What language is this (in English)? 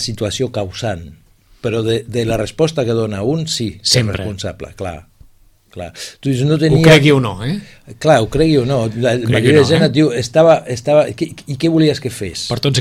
Catalan